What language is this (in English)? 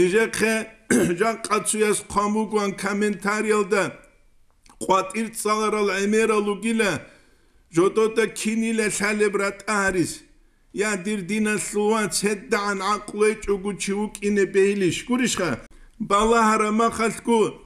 Avaric